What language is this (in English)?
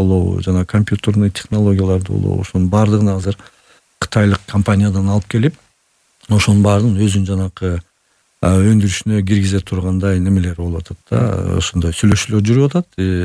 Kyrgyz